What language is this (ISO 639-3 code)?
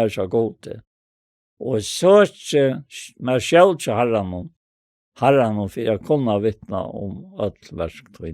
fao